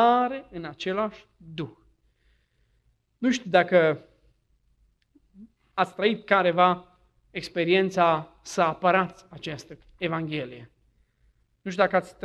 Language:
Romanian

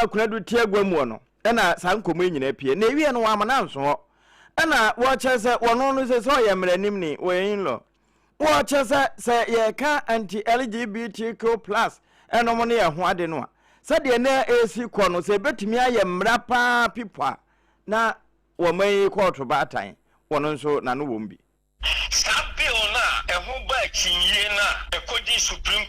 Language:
Akan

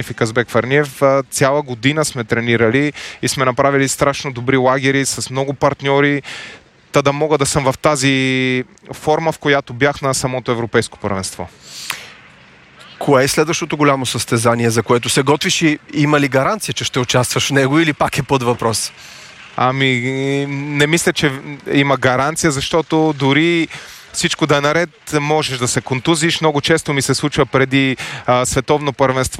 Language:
Bulgarian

